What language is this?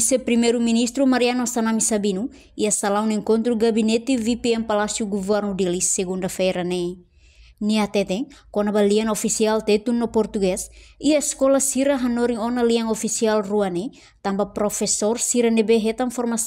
Tetum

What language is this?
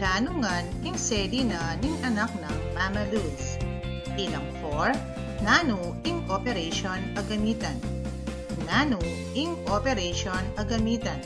Pampanga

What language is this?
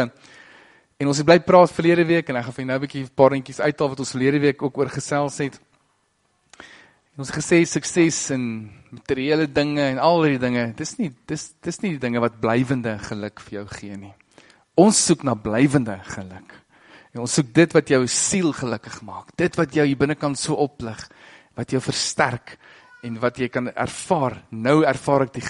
Afrikaans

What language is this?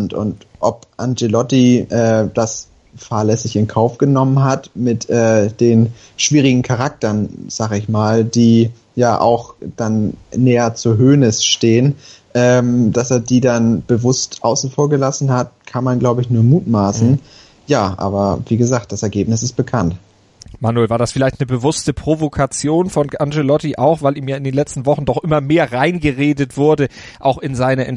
German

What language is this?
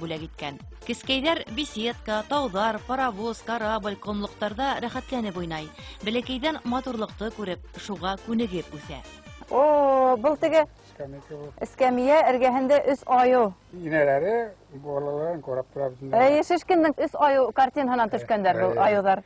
Bashkir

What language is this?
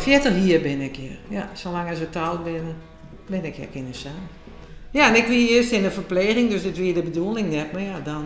Western Frisian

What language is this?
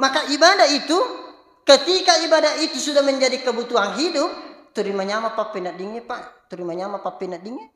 Buginese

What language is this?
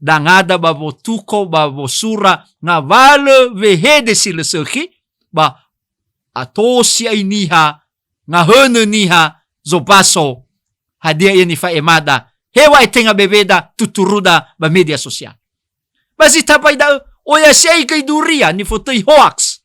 Nias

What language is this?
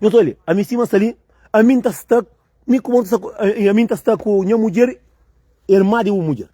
Kabuverdianu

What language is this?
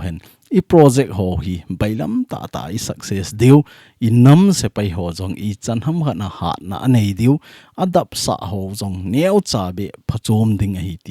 Thado Chin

